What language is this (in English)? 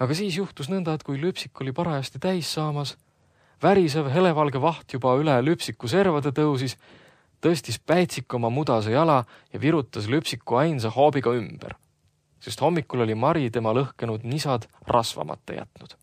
Estonian